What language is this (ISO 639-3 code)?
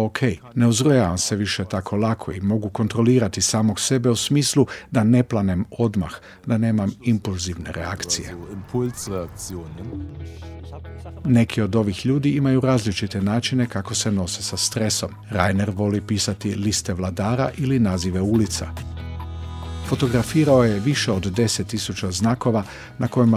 hrv